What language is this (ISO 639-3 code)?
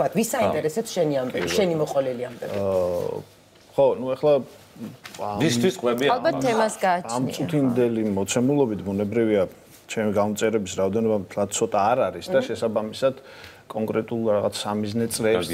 kat